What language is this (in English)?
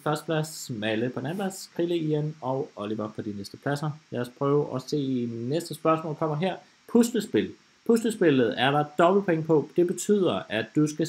Danish